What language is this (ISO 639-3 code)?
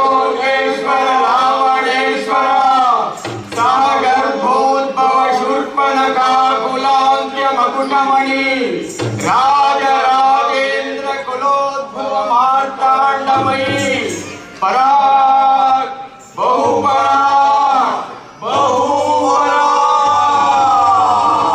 kan